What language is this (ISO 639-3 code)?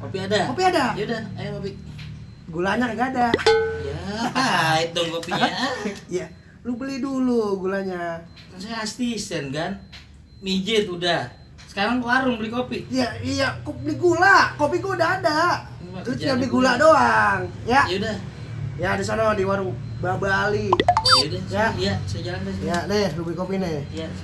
bew